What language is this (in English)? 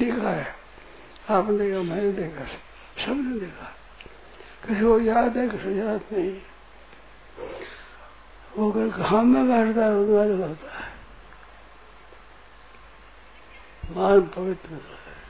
Hindi